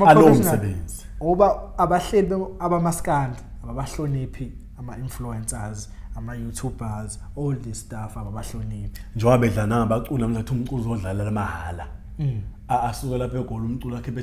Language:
Zulu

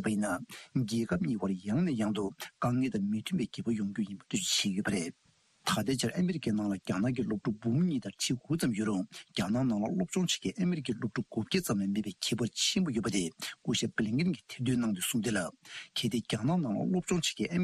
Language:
Tibetan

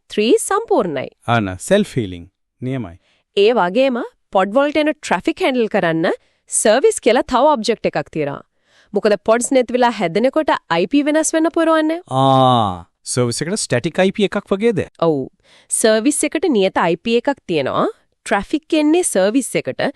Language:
Sinhala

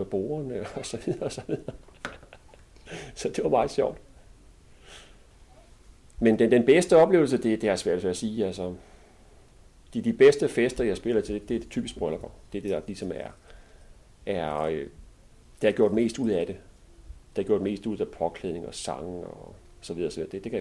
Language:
Danish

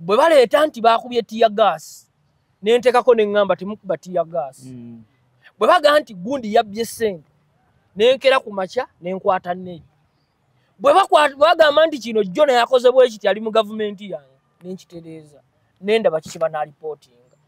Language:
Ganda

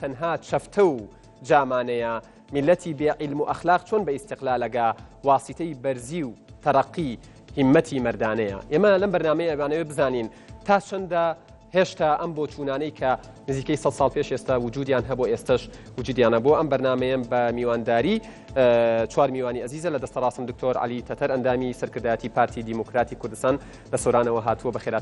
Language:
Central Kurdish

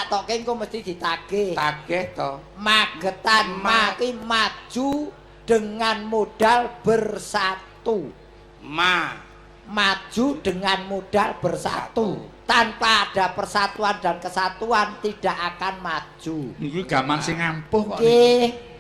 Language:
Javanese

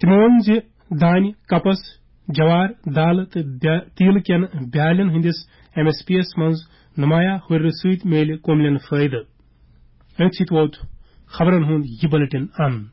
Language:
Kashmiri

